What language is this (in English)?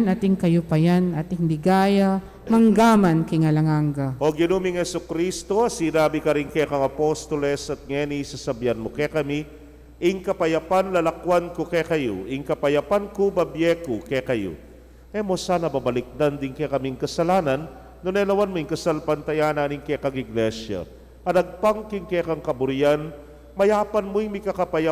Pampanga